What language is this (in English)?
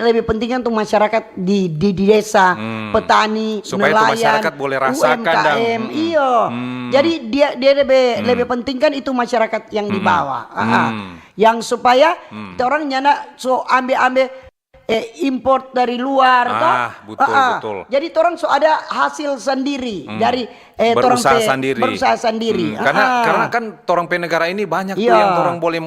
Manado Malay